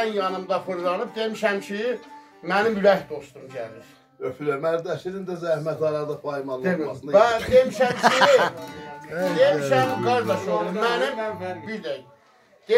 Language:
South Azerbaijani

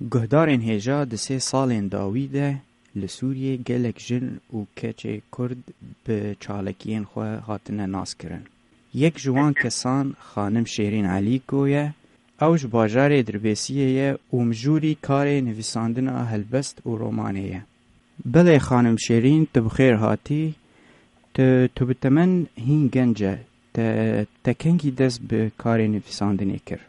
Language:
Kurdish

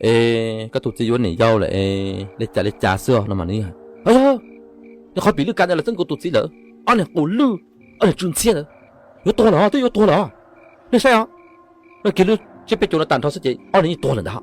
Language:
Hmong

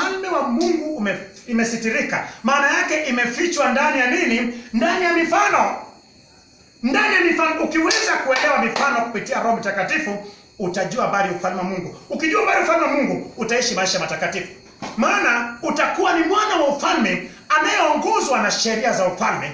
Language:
Swahili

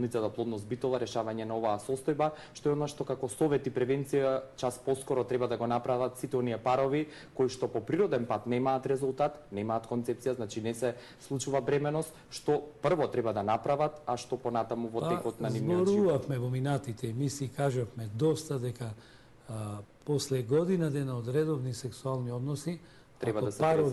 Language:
Macedonian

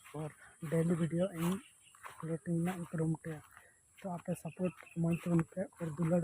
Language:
Santali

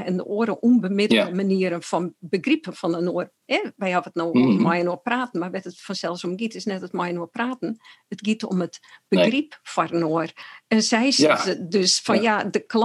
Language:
Western Frisian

